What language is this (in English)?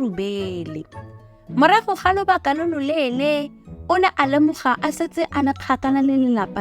Tswana